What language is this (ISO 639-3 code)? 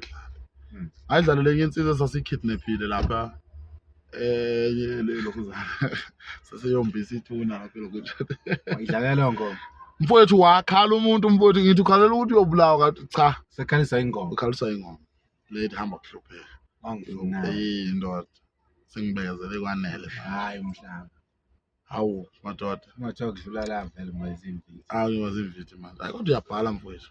zul